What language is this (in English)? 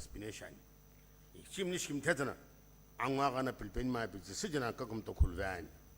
Sumi Naga